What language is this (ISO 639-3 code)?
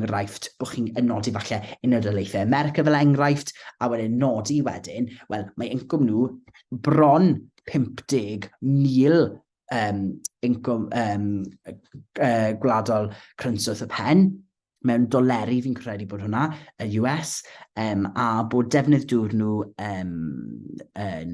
cym